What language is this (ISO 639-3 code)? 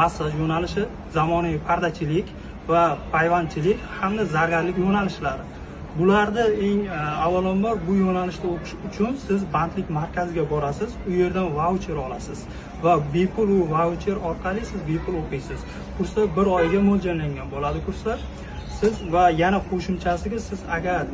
uzb